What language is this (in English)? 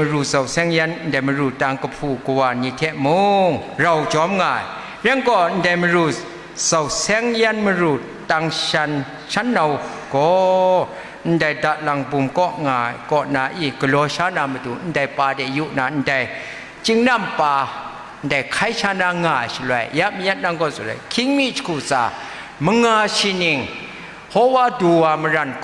Kachin